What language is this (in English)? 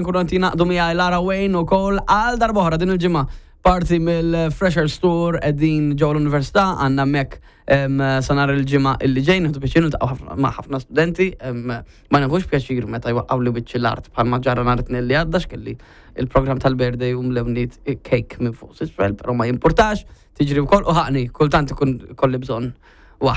Maltese